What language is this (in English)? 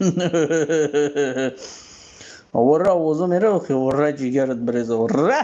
Tajik